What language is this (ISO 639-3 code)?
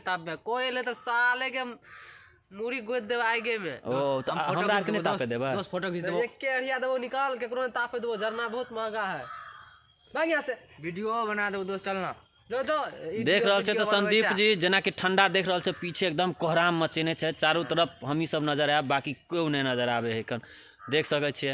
mai